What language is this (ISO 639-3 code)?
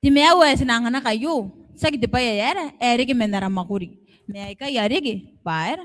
gil